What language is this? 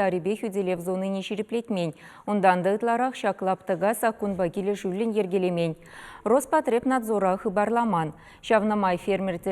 Chuvash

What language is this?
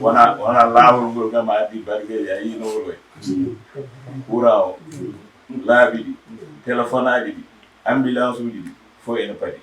Fula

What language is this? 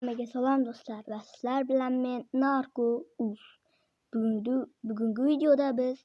Uzbek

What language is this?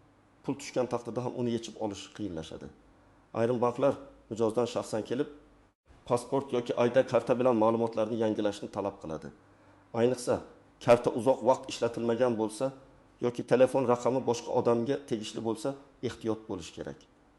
Uzbek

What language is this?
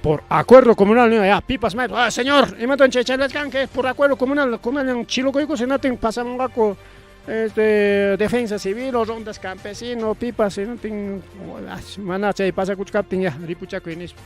Ayacucho Quechua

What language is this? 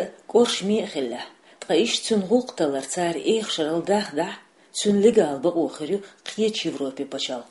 Chechen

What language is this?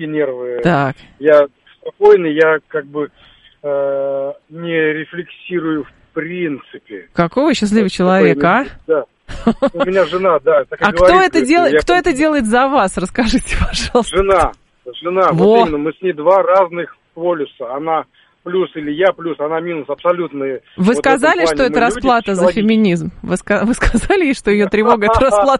Russian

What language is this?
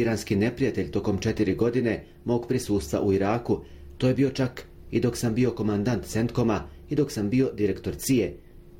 Bosnian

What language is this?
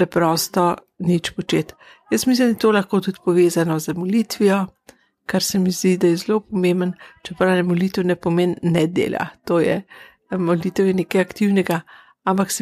Slovenian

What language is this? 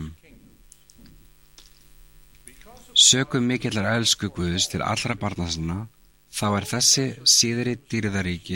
Icelandic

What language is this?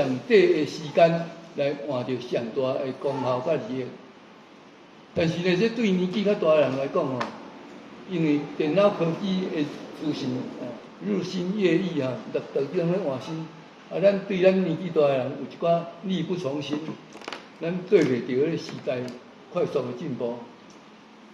Min Nan Chinese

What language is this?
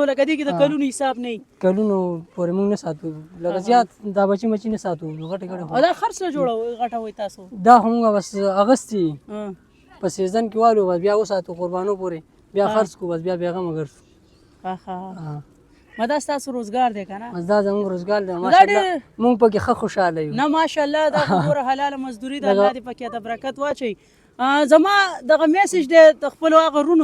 Pashto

